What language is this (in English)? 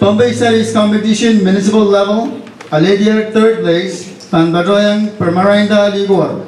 Pohnpeian